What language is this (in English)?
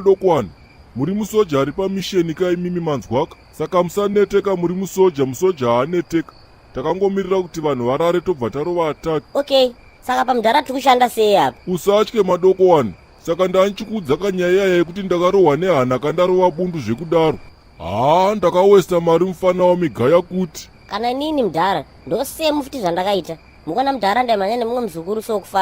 Shona